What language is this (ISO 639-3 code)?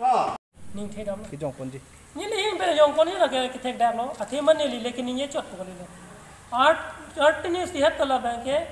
mjw